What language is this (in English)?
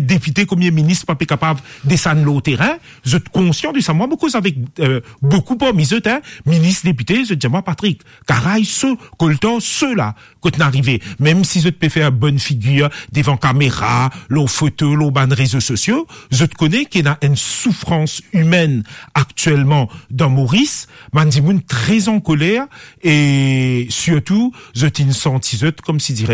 Morisyen